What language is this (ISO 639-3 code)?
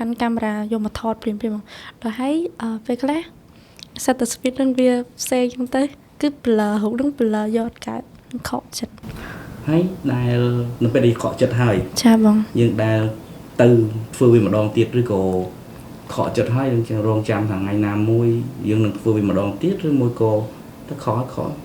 khm